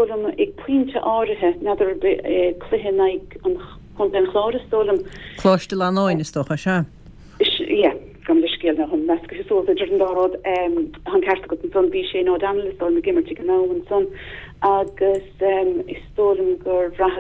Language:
Irish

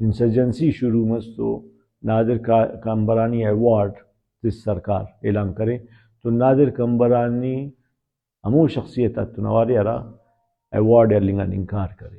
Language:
Brahui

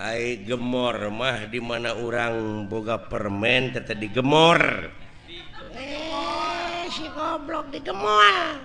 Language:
Sundanese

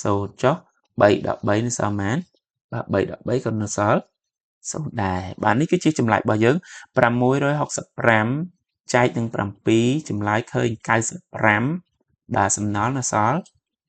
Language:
Khmer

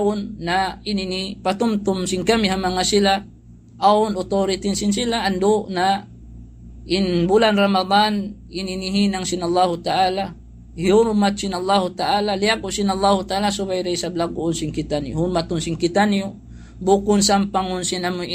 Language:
Tausug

